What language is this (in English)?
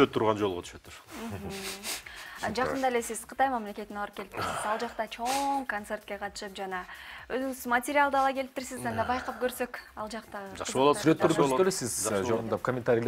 Kyrgyz